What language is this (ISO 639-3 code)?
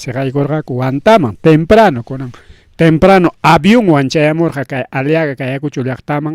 quy